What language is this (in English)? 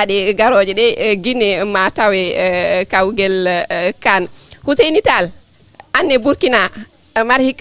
Fula